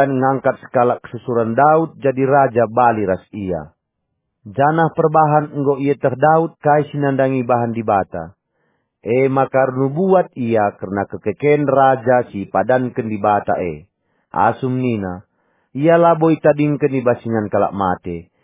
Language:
Batak Karo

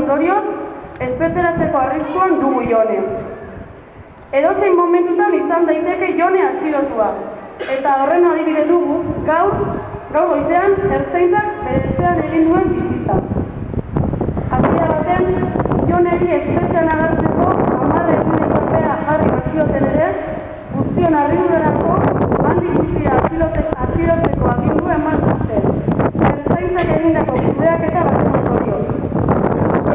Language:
Basque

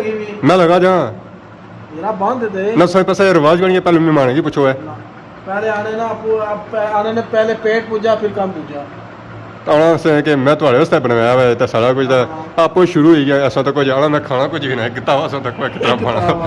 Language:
Pahari-Potwari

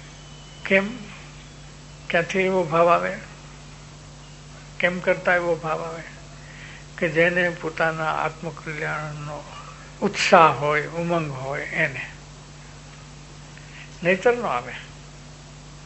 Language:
Gujarati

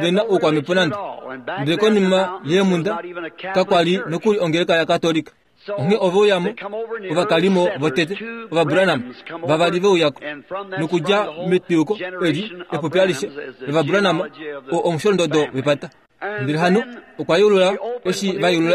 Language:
Kuanyama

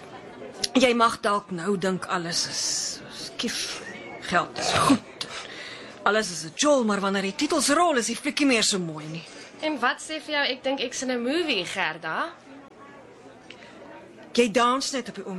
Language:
Afrikaans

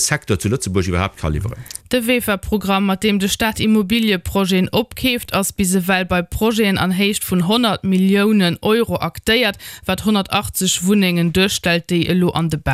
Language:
Luxembourgish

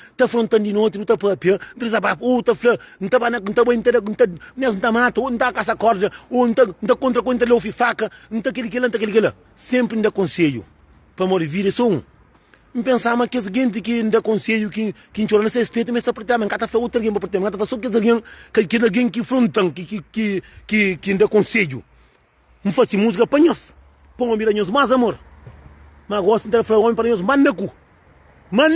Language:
Kabuverdianu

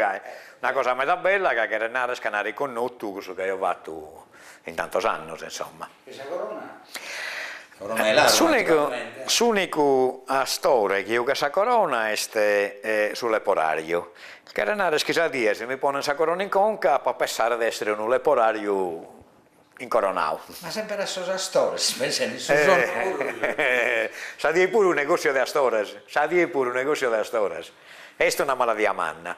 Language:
Sardinian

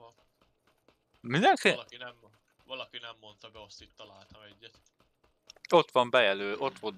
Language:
Hungarian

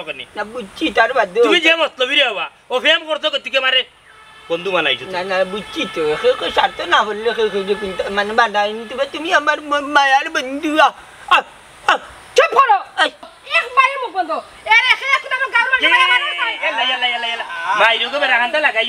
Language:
Sylheti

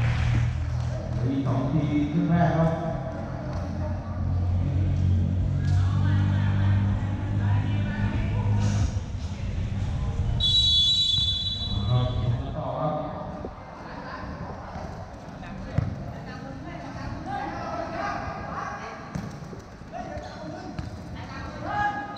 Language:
Thai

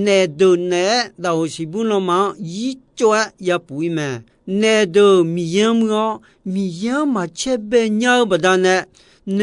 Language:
Akha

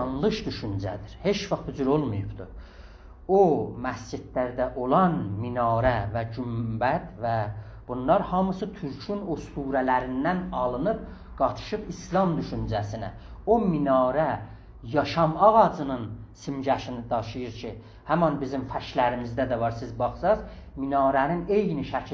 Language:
South Azerbaijani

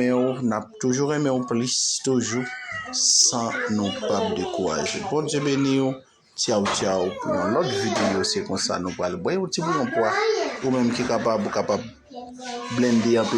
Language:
Haitian Creole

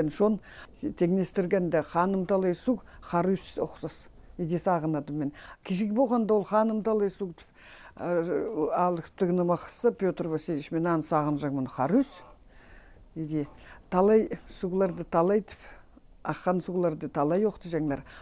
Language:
Khakas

